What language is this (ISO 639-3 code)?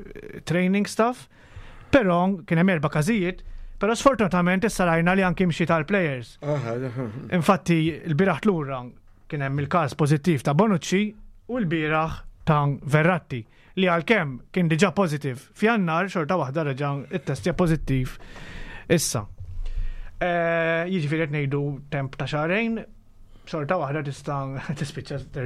mlt